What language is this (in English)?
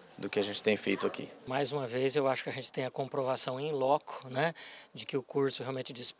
Portuguese